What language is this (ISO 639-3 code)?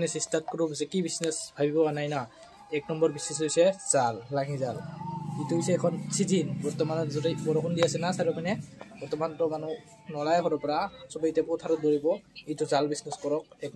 asm